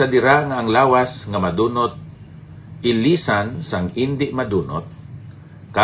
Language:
Hiligaynon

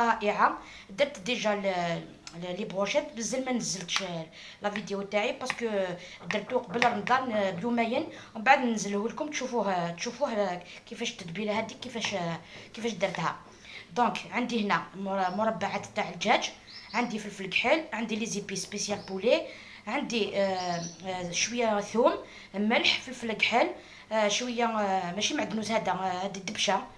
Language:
Algerian Arabic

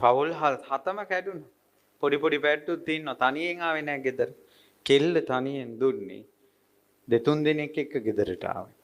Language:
Sinhala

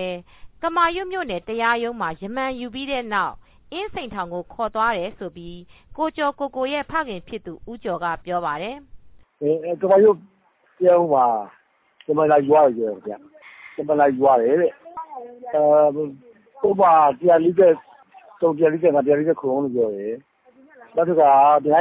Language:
Burmese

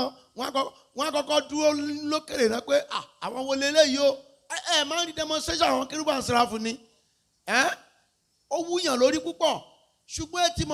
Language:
Yoruba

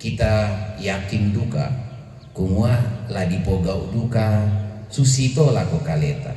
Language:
Toraja-Sa'dan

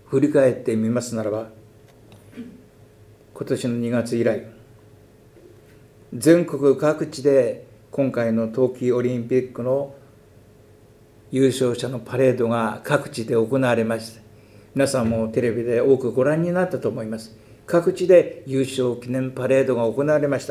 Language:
Japanese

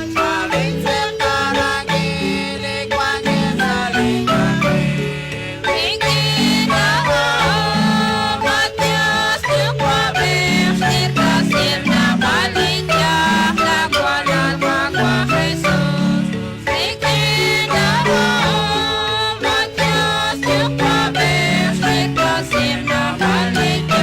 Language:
Kekchí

